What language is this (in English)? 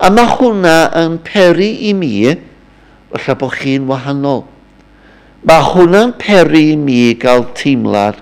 Welsh